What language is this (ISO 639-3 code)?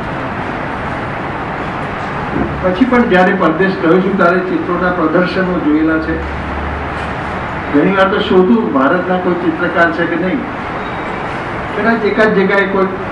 guj